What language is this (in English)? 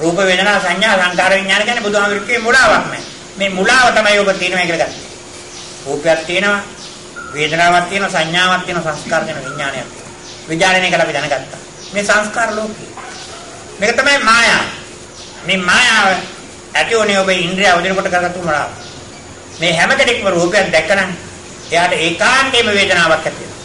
Sinhala